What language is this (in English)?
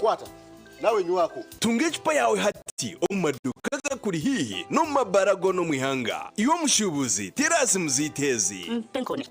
Nyankole